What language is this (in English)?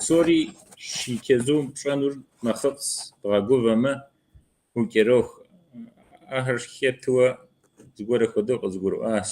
Kabardian